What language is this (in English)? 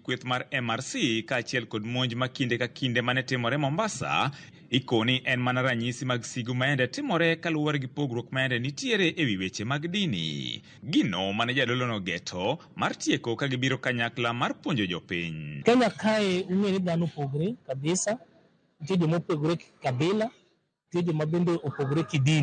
Luo (Kenya and Tanzania)